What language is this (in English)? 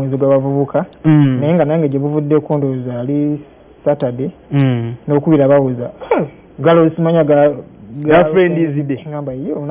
Ganda